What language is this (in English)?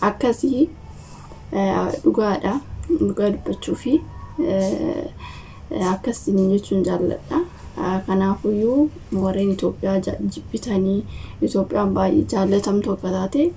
Oromo